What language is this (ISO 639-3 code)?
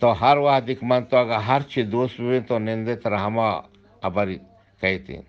bgp